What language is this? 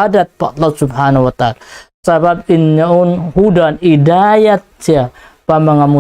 Tausug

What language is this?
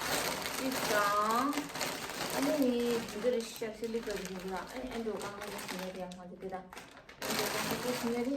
Tibetan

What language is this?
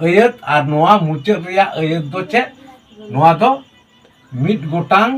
Santali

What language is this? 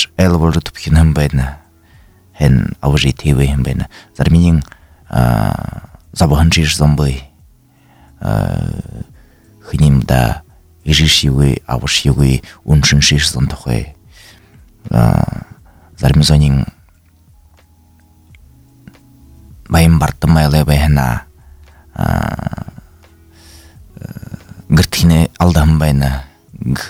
Buriat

